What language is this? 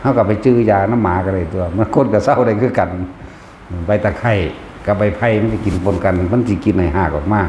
Lao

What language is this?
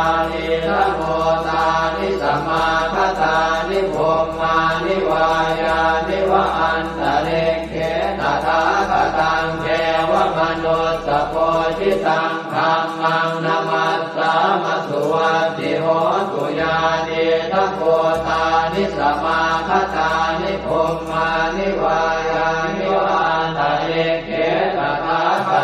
Pali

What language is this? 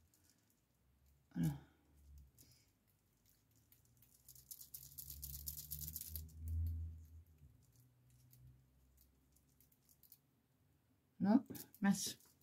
French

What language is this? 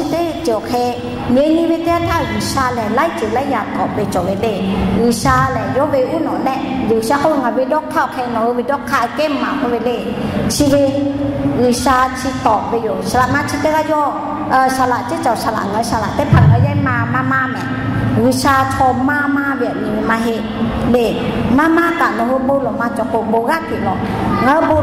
Lahu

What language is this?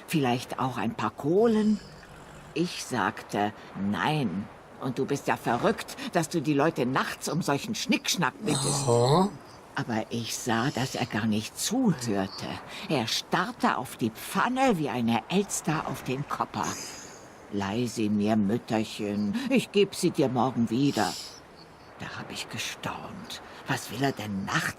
Swiss German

